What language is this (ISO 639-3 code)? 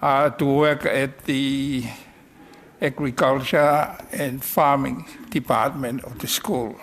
ton